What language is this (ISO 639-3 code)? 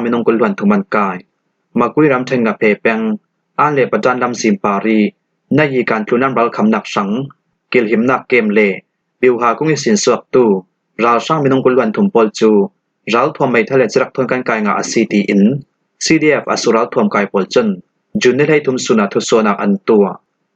cfm